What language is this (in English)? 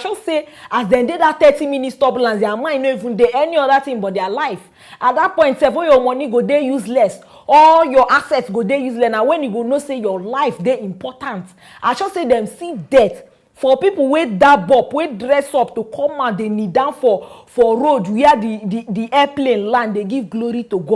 Nigerian Pidgin